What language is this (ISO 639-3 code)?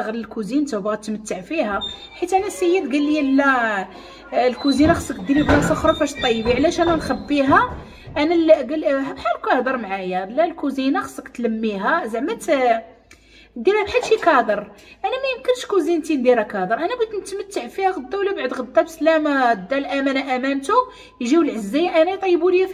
ary